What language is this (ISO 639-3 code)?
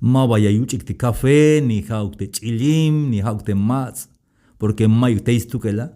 tzh